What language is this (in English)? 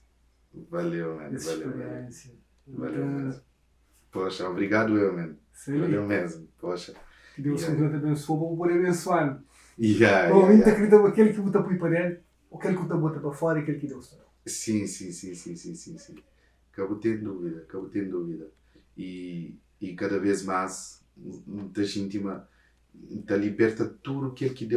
Kabuverdianu